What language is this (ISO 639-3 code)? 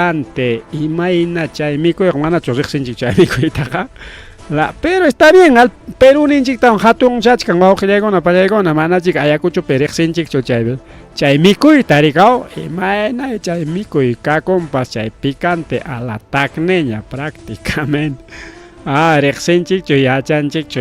quy